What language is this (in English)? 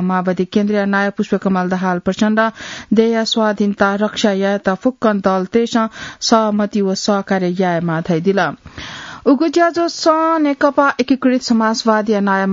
Newari